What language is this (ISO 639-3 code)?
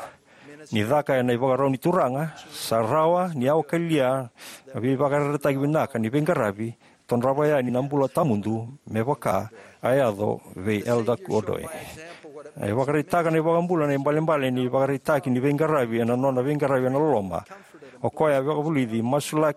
fij